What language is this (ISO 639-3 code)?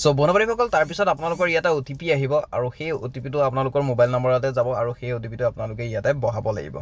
asm